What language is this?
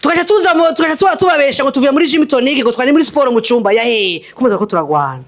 Rundi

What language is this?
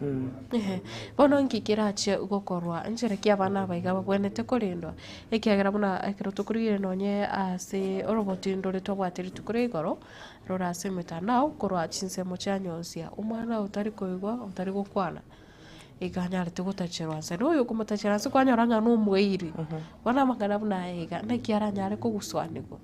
Gusii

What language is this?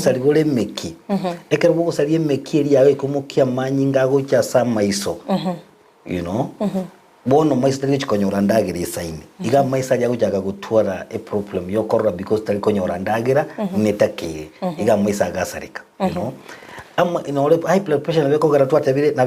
Gusii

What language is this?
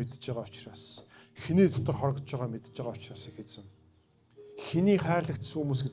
Mongolian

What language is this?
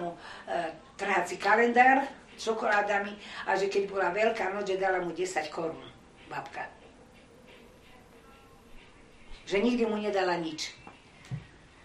Slovak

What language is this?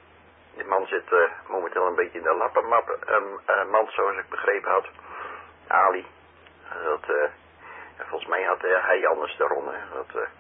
Dutch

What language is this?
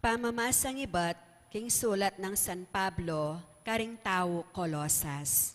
Pampanga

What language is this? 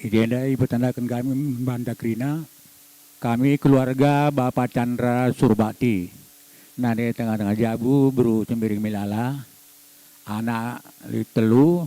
Batak Karo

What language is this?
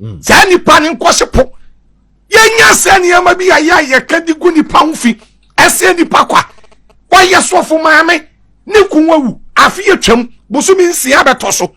Akan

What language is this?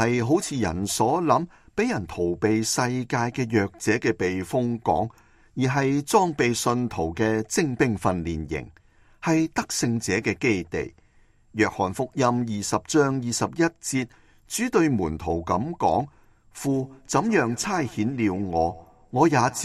Cantonese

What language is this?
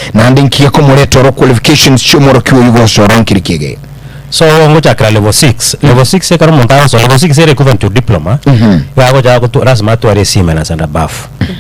Gusii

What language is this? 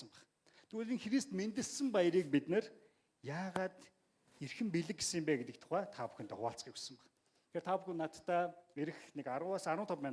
Mongolian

